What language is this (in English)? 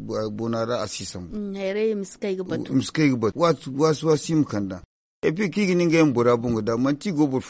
Zarma